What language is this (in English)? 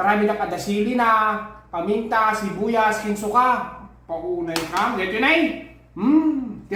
Iloko